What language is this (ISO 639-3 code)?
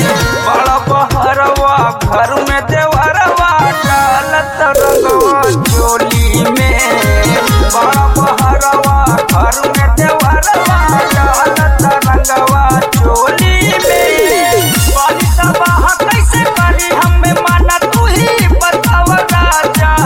bho